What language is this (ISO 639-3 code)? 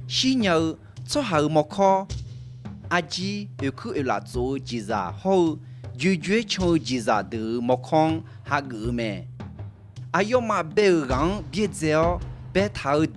ahk